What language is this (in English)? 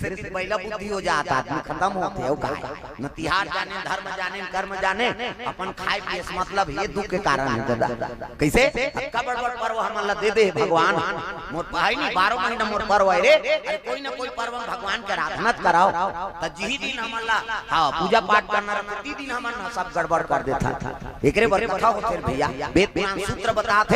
Chhattisgarhi